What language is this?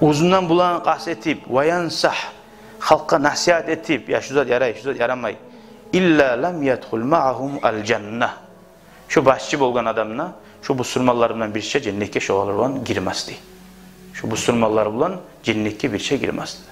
Kumyk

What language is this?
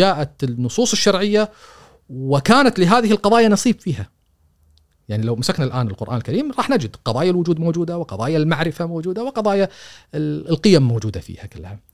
Gulf Arabic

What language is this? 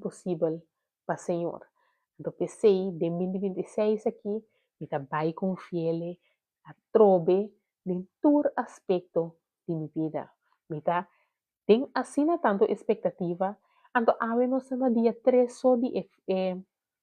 Papiamento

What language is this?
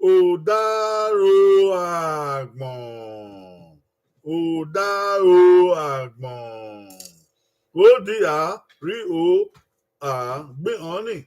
Bini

